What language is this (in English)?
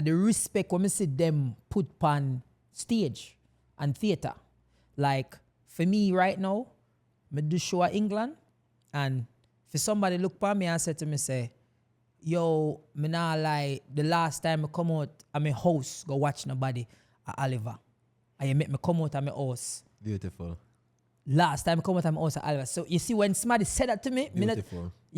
Jamaican Creole English